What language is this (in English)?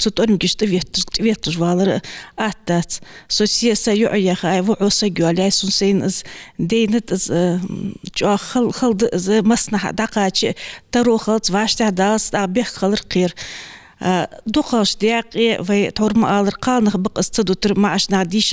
Ingush